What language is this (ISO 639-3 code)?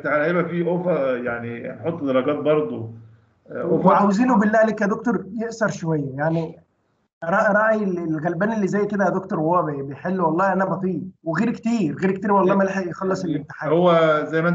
arz